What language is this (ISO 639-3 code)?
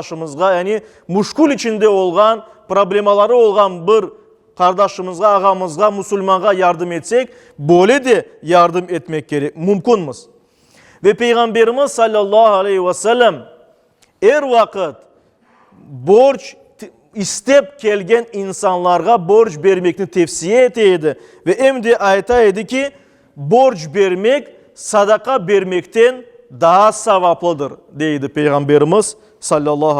crh